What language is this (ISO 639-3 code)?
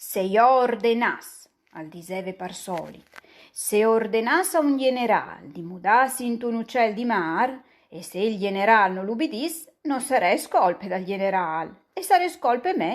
fur